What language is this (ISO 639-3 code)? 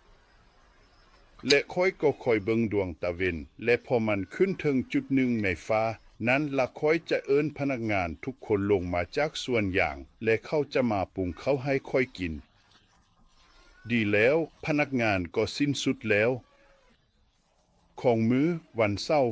lao